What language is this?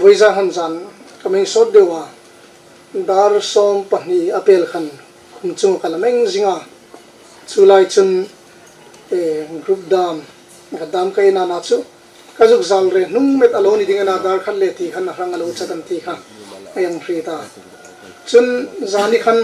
Hmar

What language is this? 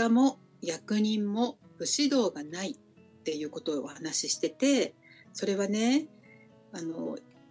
Japanese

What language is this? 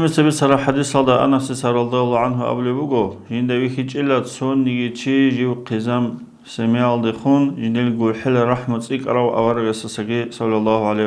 Avaric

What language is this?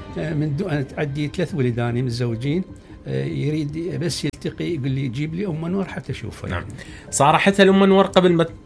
Mesopotamian Arabic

